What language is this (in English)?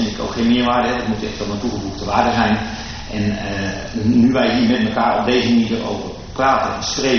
Dutch